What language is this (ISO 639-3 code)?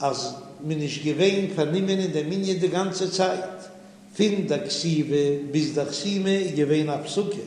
yid